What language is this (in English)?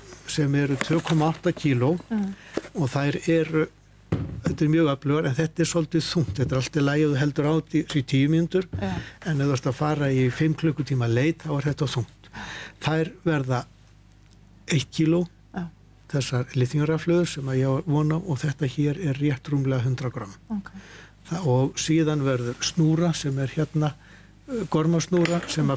Icelandic